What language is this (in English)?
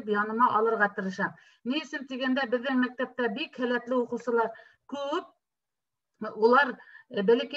Bashkir